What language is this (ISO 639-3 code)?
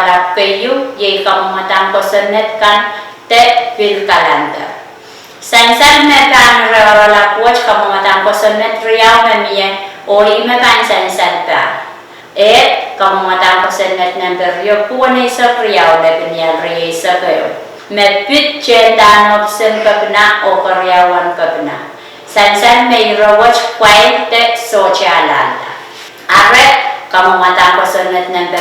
pon